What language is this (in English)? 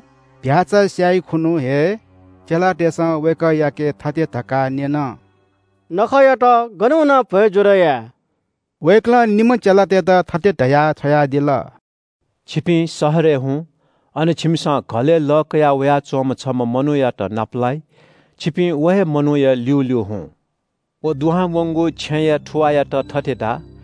Newari